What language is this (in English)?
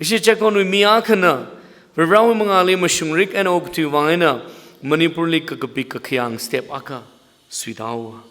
Tangkhul Naga (India)